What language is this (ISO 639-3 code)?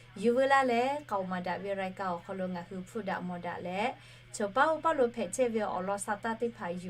lhu